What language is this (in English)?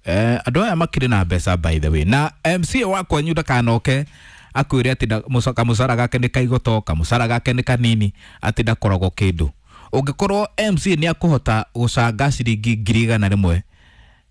Kikuyu